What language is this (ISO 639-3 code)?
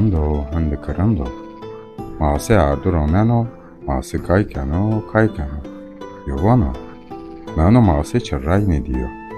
zza